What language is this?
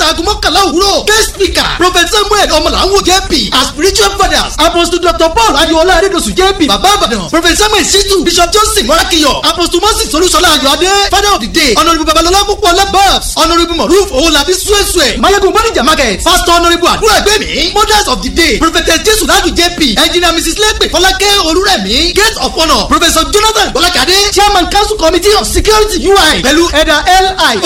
Yoruba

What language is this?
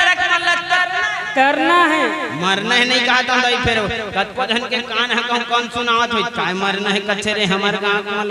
Chhattisgarhi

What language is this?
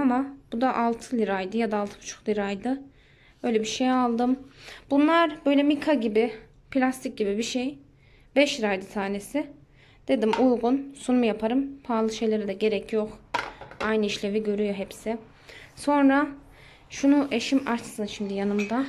Turkish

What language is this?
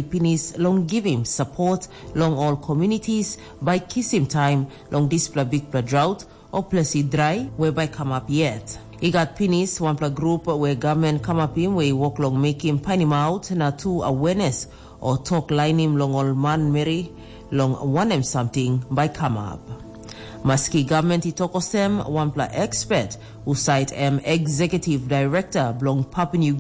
Tok Pisin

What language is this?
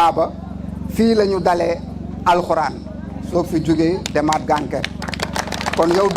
Wolof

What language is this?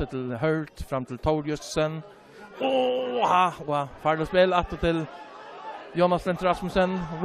Faroese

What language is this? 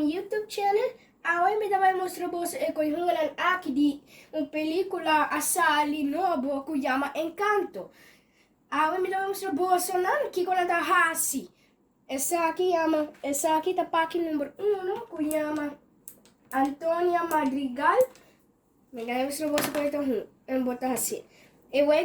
Papiamento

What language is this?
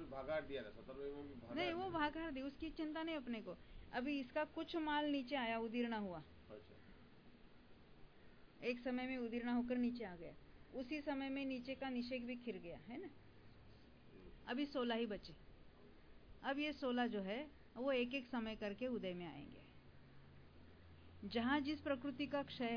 Hindi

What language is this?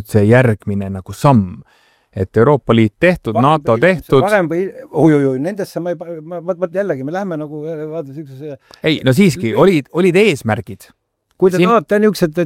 Estonian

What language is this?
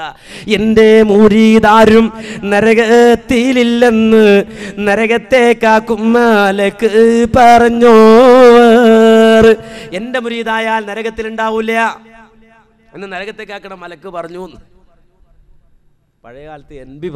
Malayalam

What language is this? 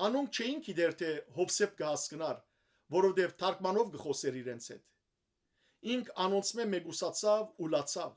Western Armenian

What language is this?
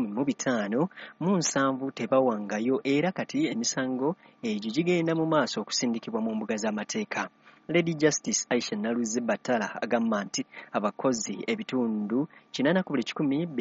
Ganda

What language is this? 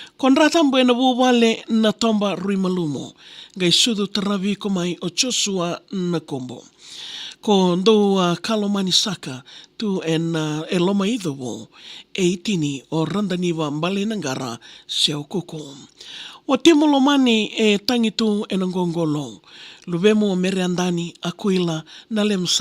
Fijian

